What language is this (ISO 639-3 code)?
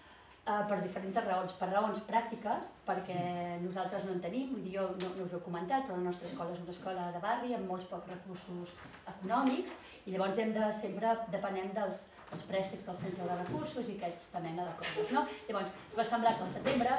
cat